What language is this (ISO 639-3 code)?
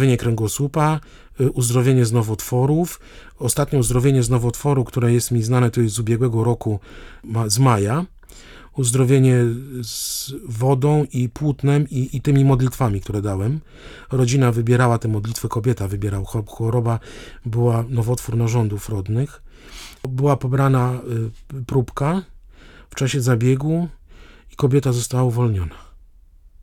pol